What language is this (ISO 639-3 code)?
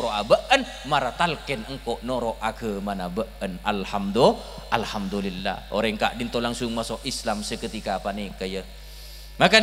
mad